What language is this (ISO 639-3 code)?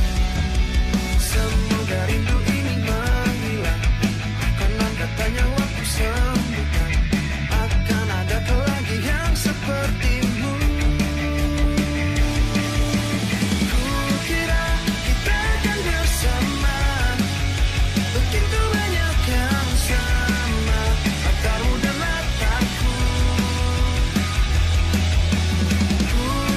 ind